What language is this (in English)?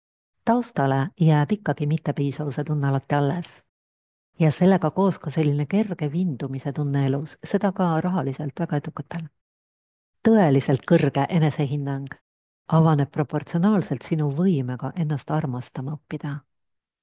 Estonian